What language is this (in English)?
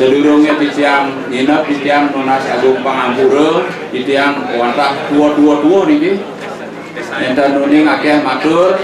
Balinese